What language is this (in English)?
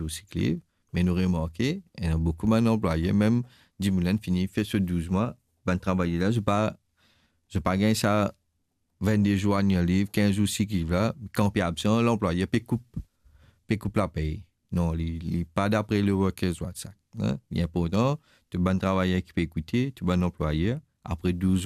Morisyen